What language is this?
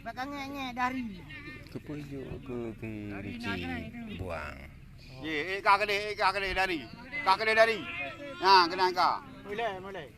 Achinese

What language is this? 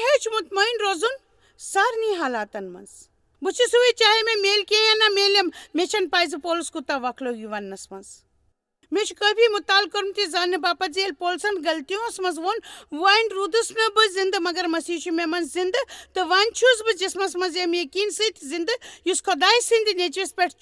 Kashmiri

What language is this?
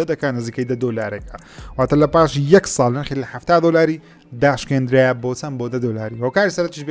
Central Kurdish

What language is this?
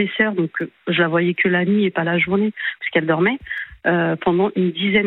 French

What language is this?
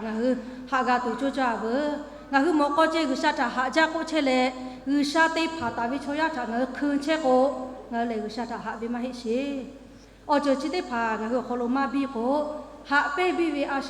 Lahu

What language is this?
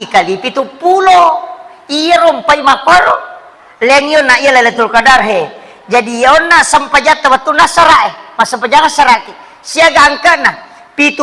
Buginese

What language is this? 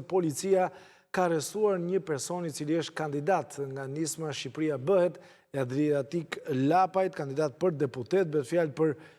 Albanian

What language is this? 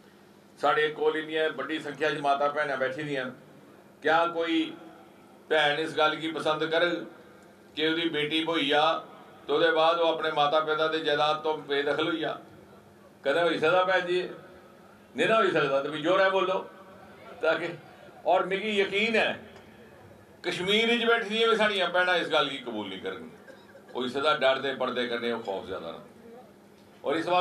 Dogri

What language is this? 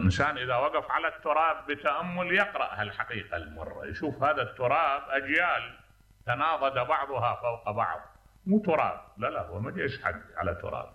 Mesopotamian Arabic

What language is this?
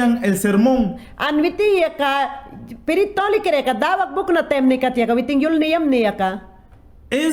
Mayangna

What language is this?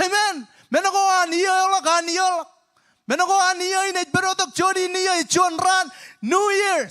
Marshallese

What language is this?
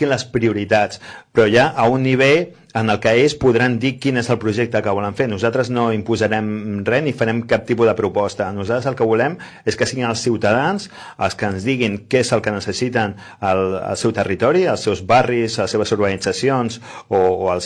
Catalan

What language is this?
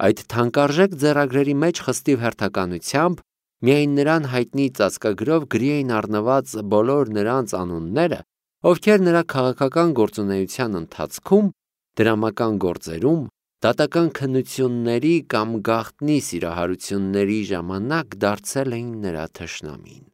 Armenian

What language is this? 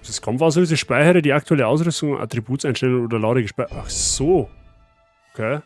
Bavarian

